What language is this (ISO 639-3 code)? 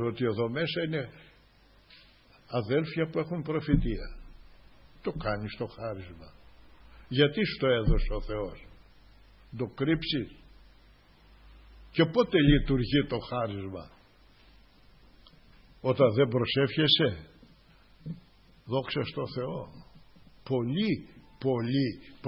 ell